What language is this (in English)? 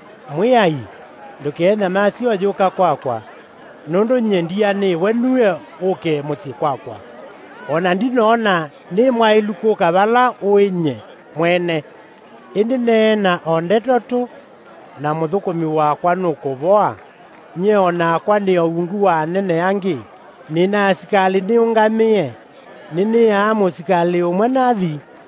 Kamba